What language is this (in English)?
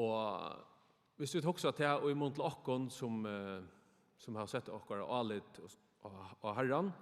Faroese